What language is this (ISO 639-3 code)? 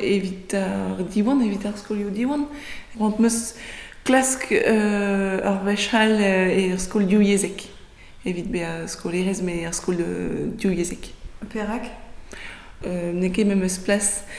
bre